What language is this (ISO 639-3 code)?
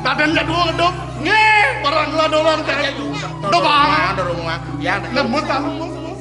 ban